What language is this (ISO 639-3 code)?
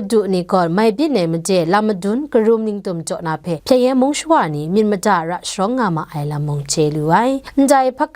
kac